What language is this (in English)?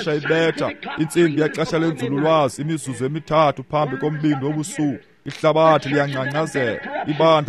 Xhosa